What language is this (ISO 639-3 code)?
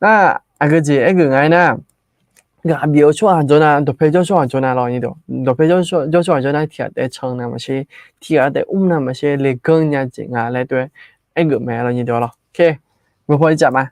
ahk